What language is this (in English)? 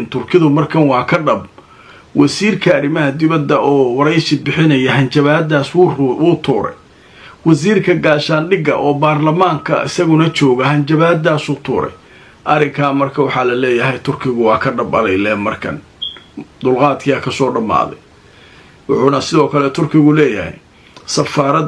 Somali